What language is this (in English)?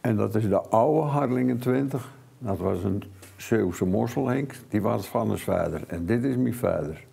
Western Frisian